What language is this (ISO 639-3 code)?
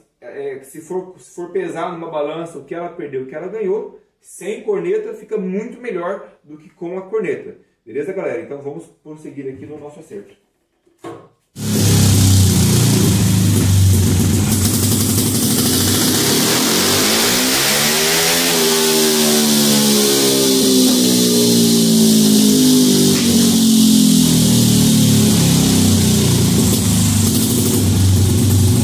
por